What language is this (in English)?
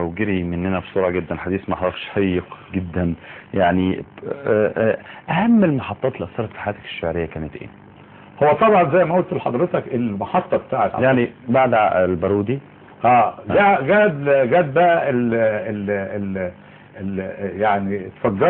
Egyptian Arabic